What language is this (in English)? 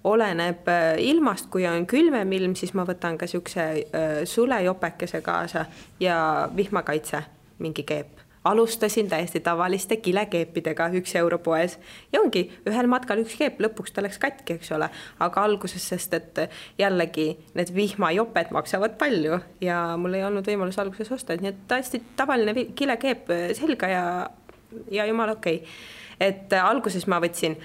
Estonian